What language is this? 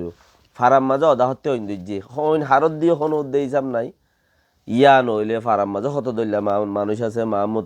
Rohingya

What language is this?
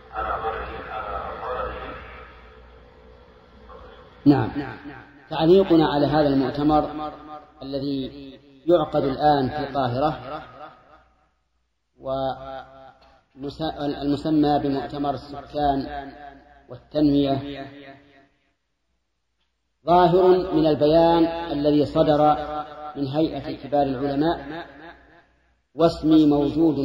Arabic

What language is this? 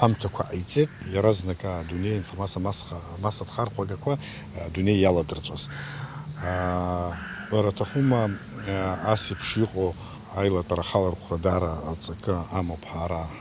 Abkhazian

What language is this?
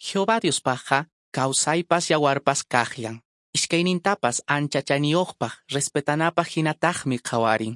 Quechua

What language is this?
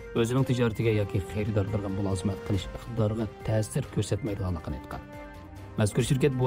Uyghur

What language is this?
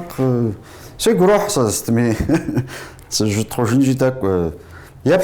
Kabardian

